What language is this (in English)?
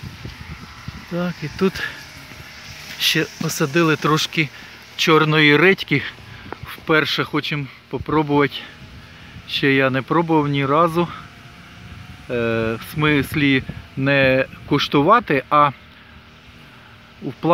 Ukrainian